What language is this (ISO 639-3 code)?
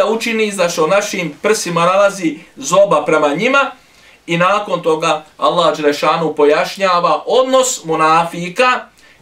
bos